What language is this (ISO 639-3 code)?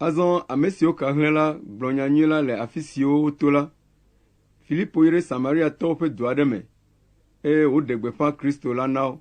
ewe